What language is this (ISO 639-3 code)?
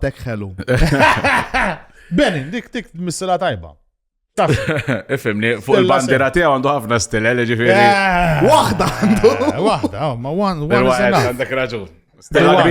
mlt